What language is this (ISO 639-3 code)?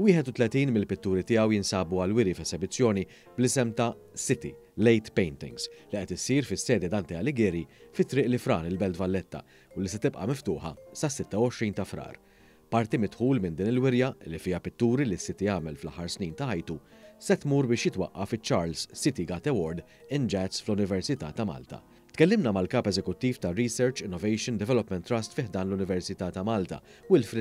mlt